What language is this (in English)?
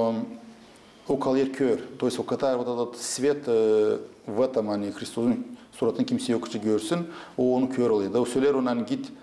Gagauz